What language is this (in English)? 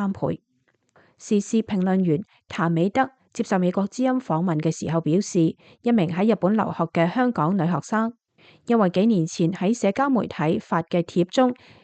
Cantonese